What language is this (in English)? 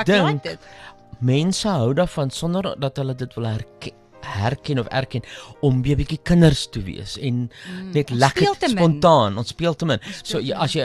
Afrikaans